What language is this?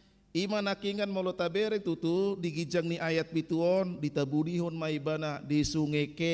Batak Toba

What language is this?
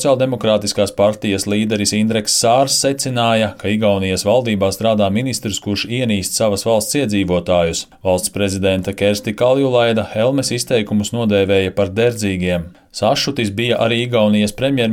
Latvian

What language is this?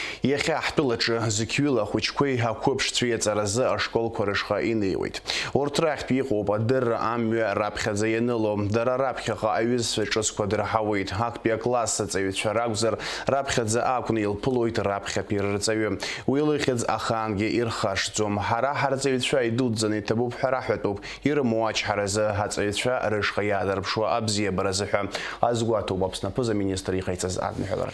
Abkhazian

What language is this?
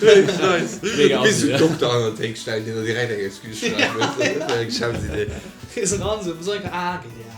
Luxembourgish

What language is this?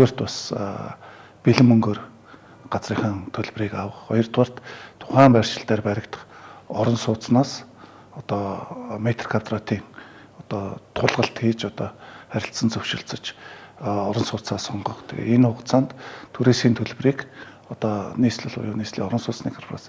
Mongolian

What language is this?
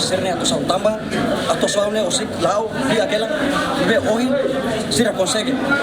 Tetum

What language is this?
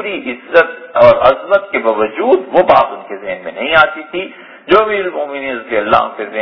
Urdu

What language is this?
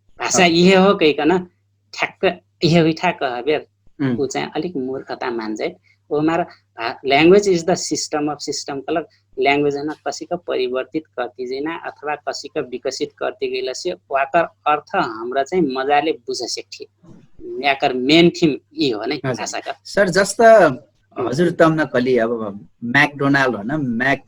Dangaura Tharu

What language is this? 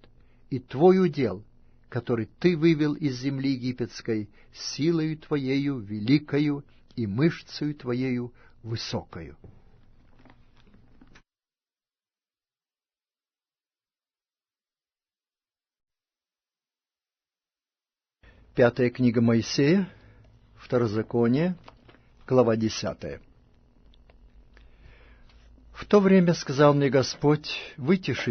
Russian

